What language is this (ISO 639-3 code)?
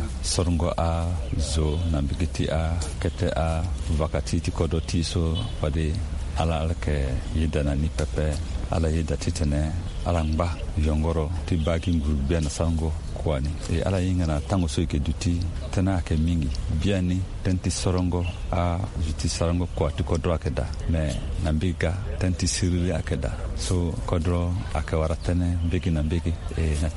sag